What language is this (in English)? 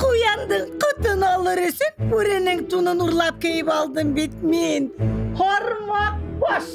Bashkir